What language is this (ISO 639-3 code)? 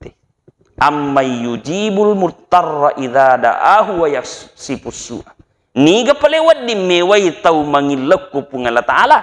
bug